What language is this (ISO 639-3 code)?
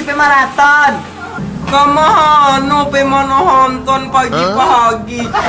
min